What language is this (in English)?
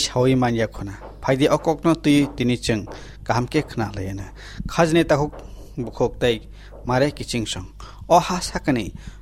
Kok Borok